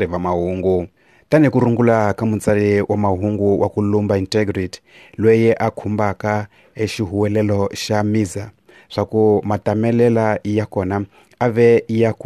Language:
Tsonga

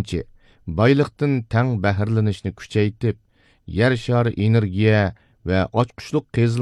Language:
Uyghur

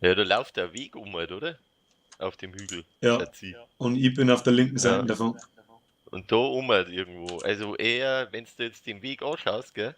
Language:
Bavarian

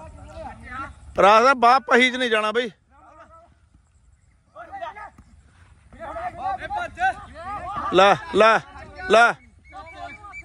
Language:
Punjabi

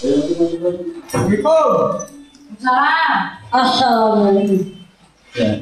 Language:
Betawi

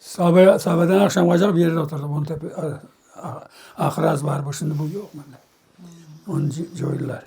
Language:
Crimean Tatar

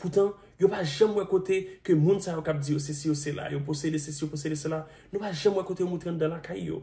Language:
Haitian Creole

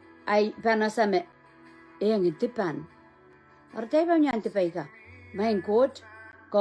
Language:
Pohnpeian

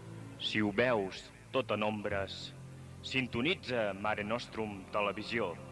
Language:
Catalan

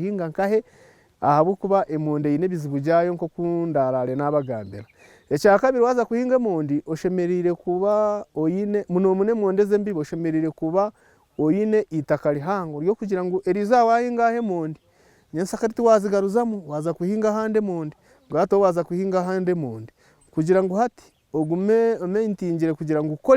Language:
Nyankole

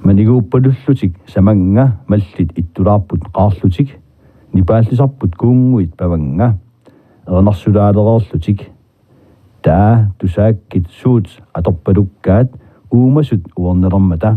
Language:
Kalaallisut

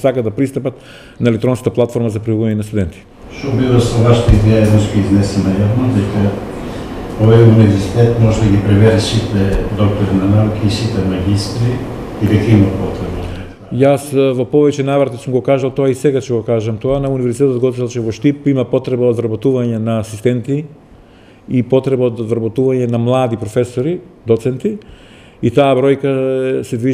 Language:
Macedonian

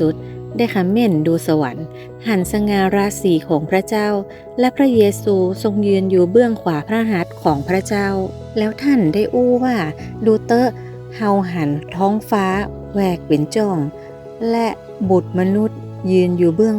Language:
Northern Thai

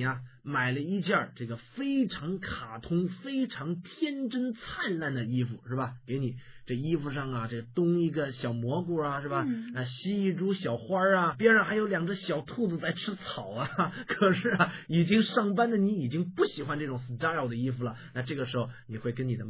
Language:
Chinese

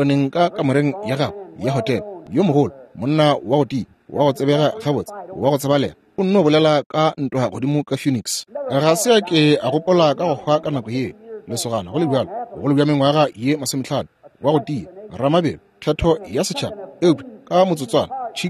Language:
Northern Sotho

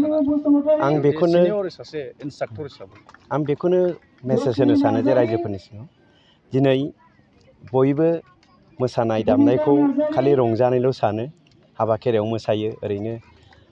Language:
Bodo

